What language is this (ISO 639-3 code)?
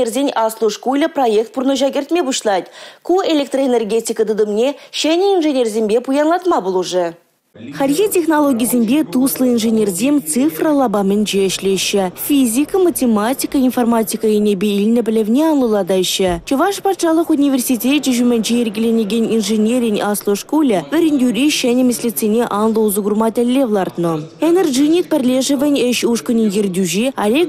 chv